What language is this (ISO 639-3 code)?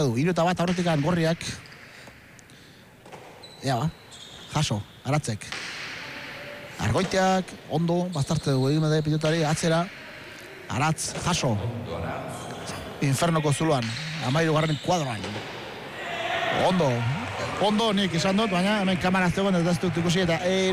eus